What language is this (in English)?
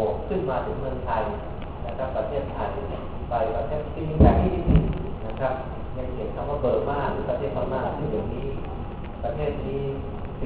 Thai